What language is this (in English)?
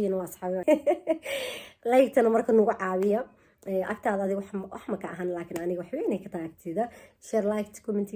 Somali